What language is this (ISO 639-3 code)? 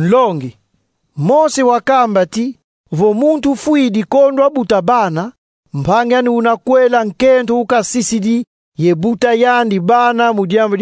kon